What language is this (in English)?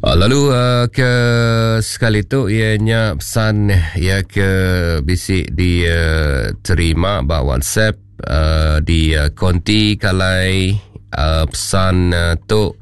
Iban